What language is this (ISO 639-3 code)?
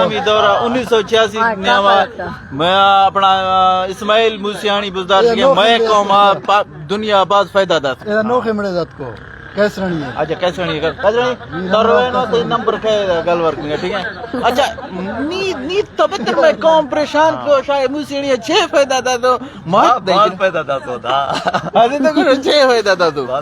bgp